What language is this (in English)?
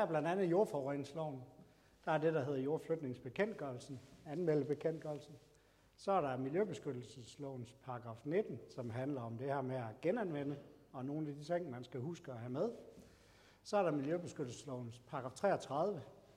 Danish